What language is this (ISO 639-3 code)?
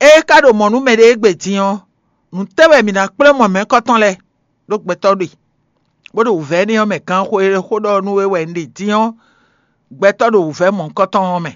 fon